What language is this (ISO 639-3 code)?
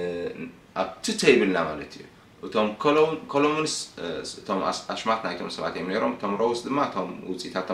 tir